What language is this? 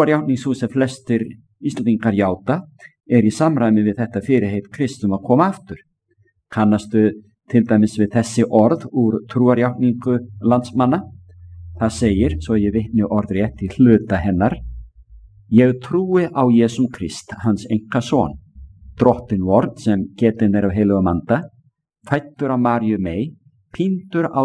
Icelandic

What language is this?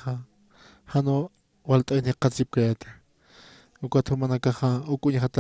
Aymara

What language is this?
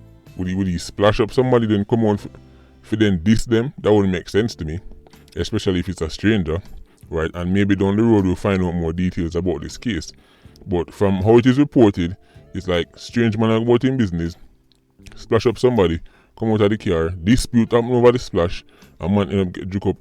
Jamaican Creole English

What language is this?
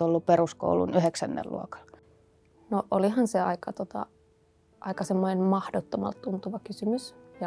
Finnish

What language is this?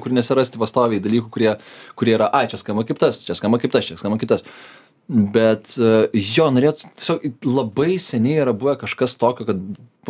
Lithuanian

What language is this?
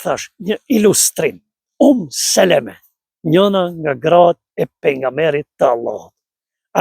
Albanian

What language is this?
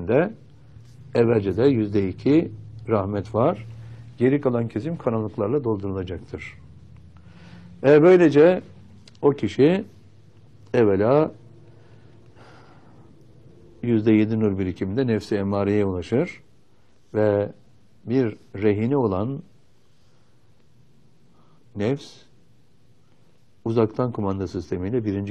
Turkish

